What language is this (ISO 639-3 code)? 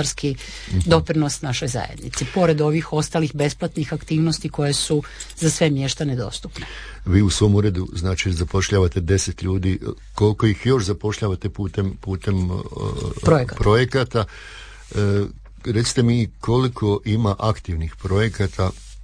hrv